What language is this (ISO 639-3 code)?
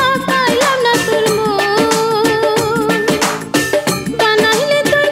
ben